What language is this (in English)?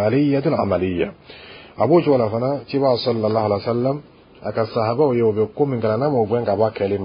Dyula